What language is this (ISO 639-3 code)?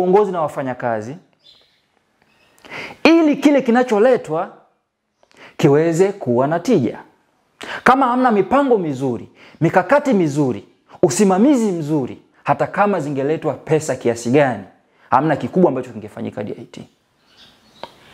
swa